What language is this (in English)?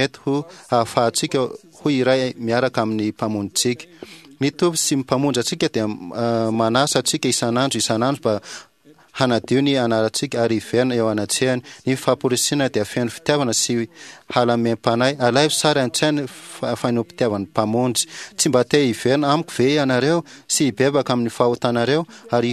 Malagasy